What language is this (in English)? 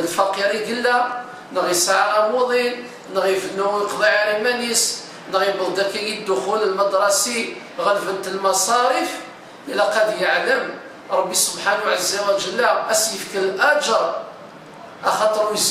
Kabyle